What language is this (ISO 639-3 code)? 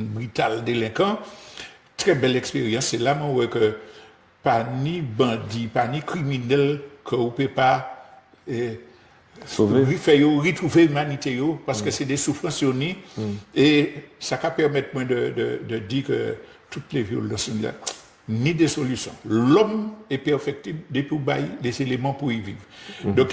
gcf